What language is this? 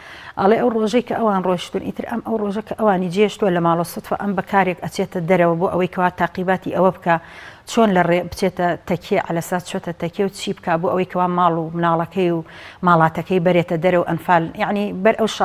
Central Kurdish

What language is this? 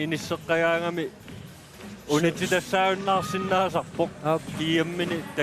Kalaallisut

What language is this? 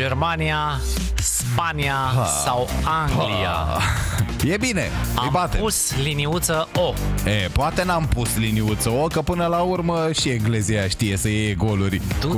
Romanian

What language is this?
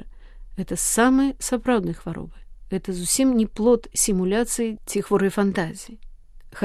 Belarusian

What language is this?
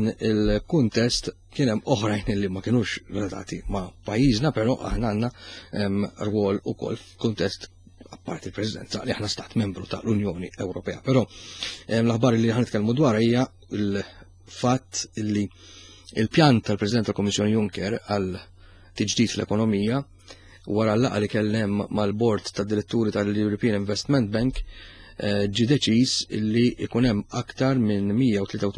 Maltese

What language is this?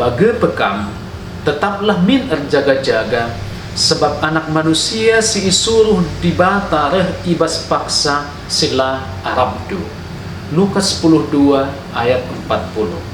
Batak Karo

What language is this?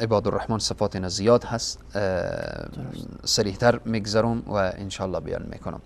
Persian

